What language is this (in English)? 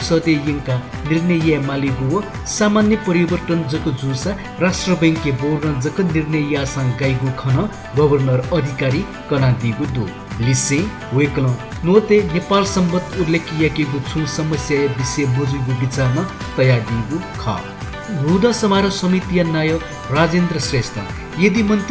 Newari